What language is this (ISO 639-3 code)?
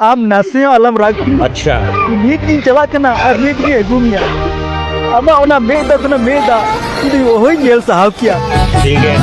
sat